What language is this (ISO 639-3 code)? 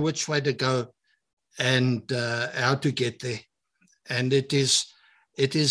afr